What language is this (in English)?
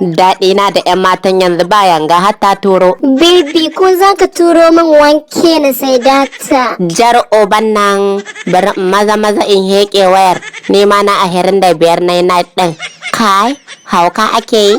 Hausa